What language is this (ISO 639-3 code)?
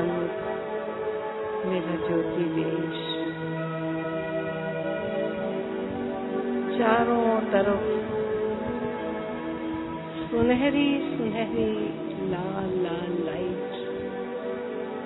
hin